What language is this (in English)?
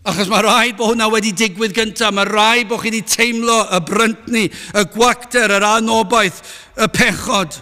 Welsh